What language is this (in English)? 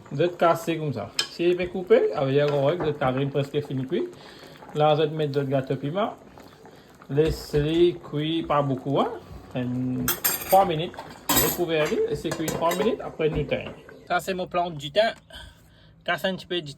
Morisyen